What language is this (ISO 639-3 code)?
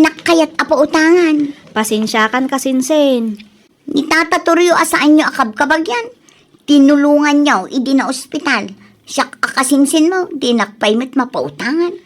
ilo